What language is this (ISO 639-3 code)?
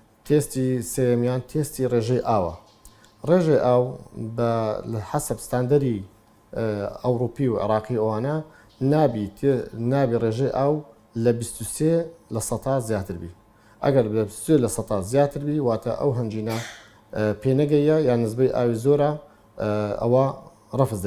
ckb